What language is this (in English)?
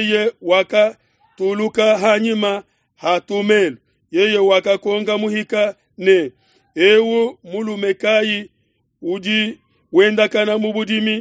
Luba-Lulua